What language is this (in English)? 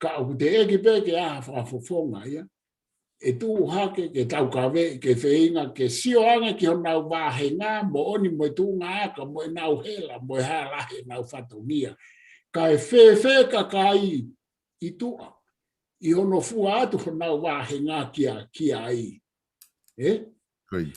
Tongan